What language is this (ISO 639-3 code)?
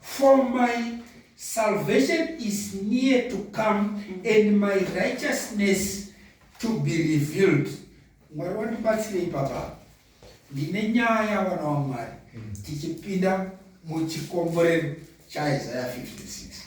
sna